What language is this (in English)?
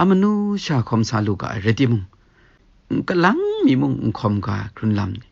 Kachin